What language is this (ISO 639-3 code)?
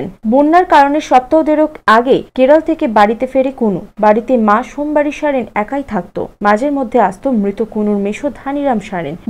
ben